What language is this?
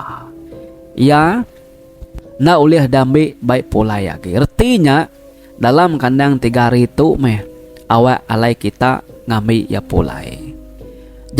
Iban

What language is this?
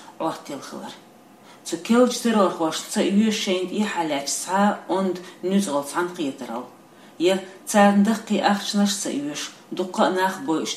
Chechen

